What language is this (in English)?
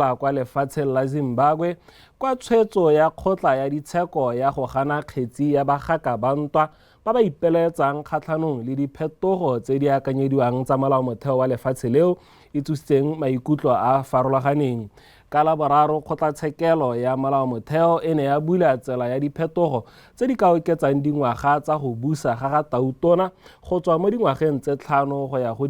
Tswana